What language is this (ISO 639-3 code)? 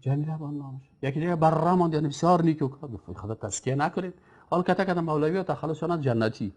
fas